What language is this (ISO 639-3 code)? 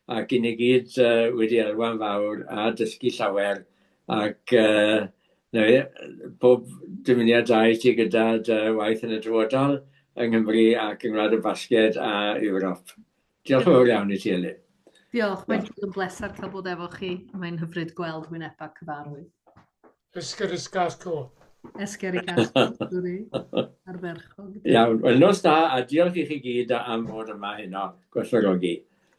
cym